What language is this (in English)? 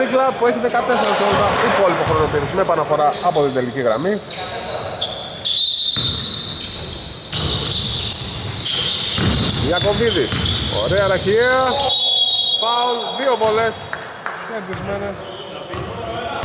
Greek